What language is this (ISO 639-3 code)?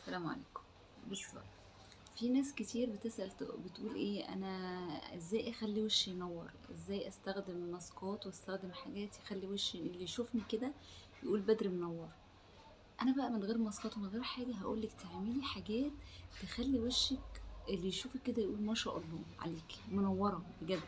arz